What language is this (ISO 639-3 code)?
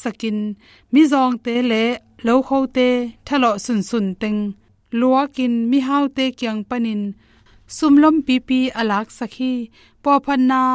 ctd